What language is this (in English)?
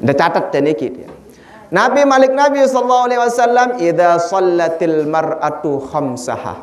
Sasak